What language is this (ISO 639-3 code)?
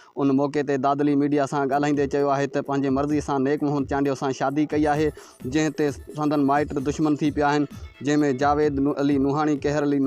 snd